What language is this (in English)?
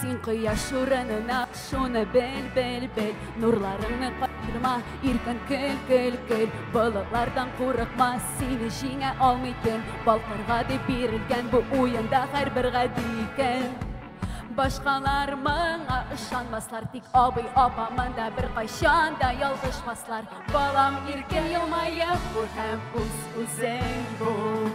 Tatar